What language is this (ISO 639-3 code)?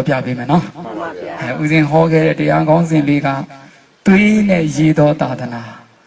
mya